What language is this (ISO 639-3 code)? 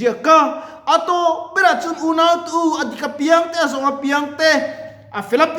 lus